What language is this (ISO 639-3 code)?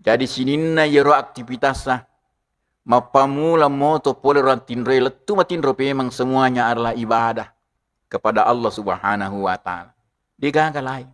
bug